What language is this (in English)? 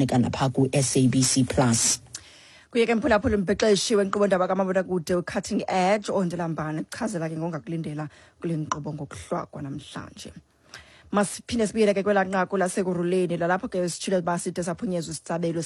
Xhosa